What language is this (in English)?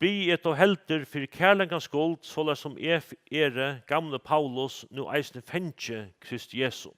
Faroese